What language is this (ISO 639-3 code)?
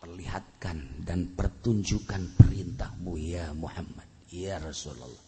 sun